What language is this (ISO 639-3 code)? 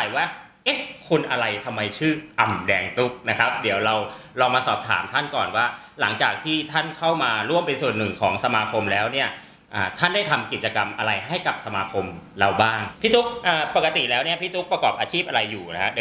tha